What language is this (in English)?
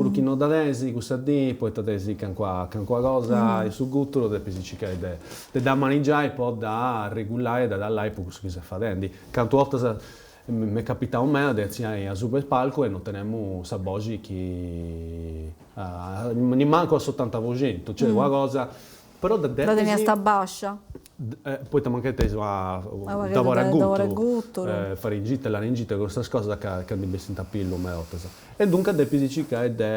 Sardinian